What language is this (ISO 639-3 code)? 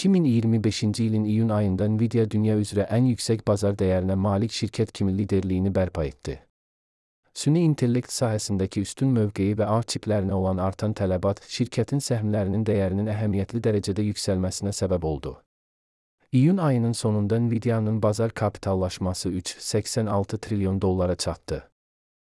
aze